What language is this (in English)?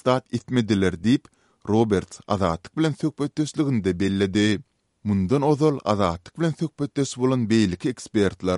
Turkmen